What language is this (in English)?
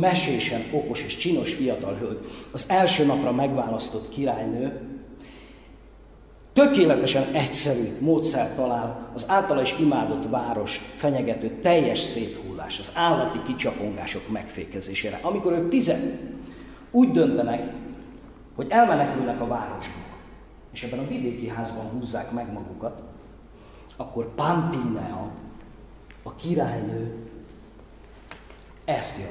Hungarian